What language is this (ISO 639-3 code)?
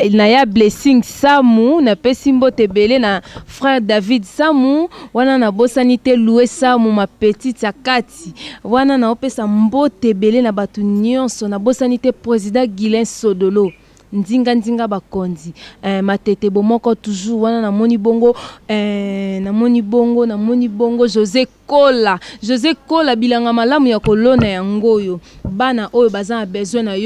lin